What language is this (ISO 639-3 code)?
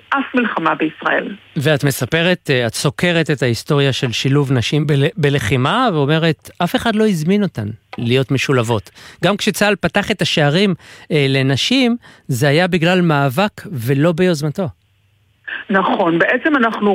heb